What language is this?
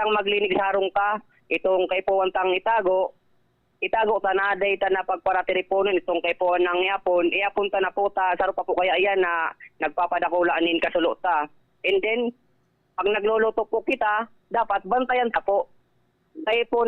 Bikol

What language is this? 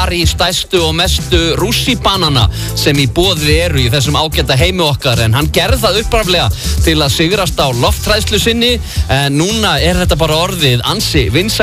Icelandic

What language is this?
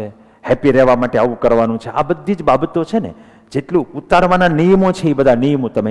Gujarati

